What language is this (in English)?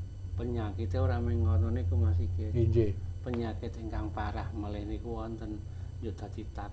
Javanese